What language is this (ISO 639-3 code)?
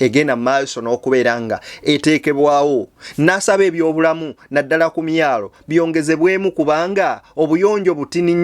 lug